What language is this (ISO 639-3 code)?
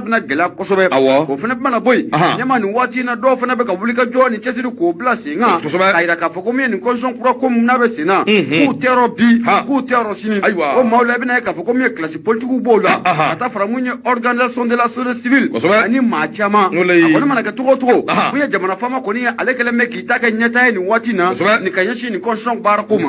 bam